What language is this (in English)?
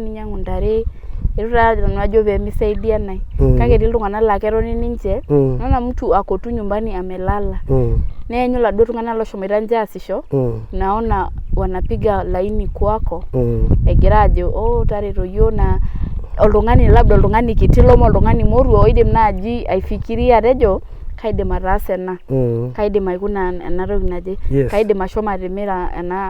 Masai